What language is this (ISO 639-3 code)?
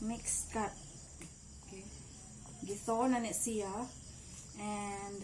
ceb